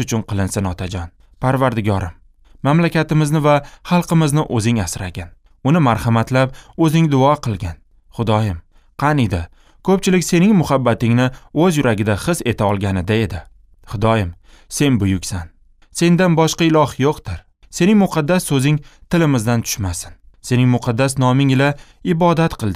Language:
Uzbek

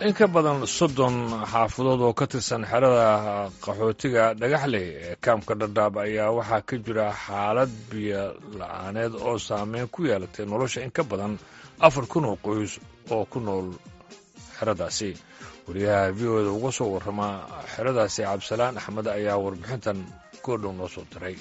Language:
Somali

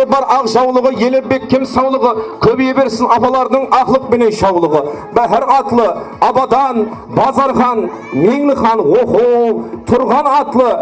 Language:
Kara-Kalpak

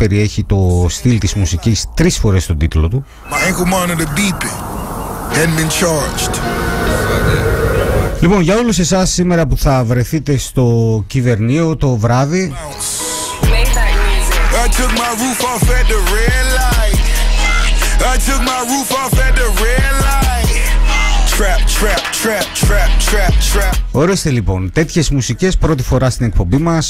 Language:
Greek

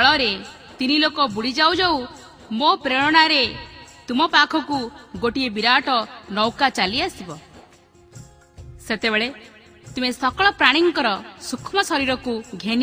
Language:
Odia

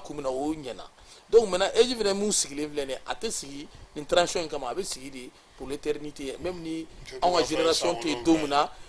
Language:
Bambara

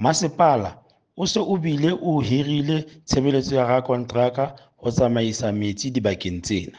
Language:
Southern Sotho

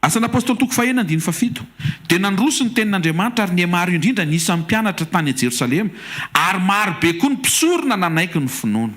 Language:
Malagasy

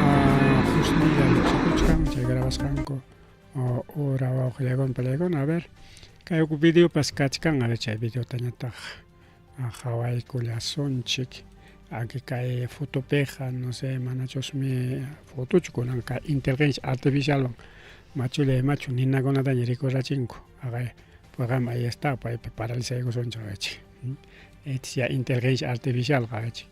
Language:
Ayacucho Quechua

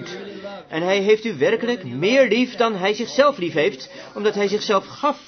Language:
Dutch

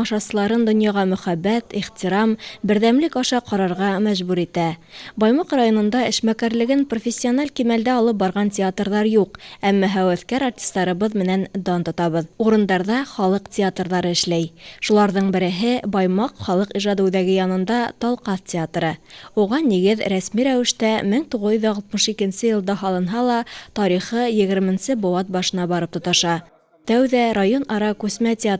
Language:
Bashkir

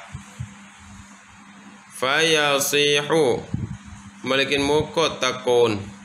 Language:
Thai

